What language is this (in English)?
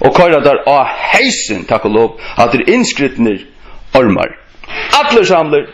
Faroese